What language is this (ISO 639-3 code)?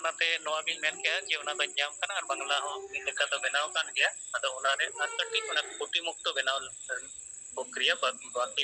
sat